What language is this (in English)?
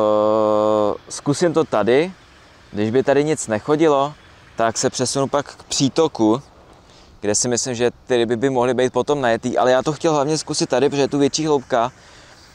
Czech